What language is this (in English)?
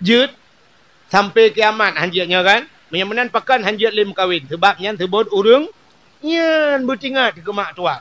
Achinese